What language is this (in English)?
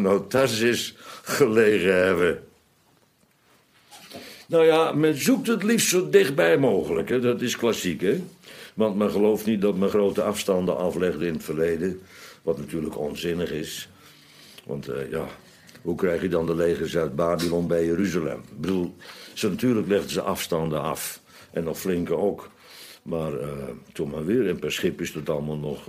Dutch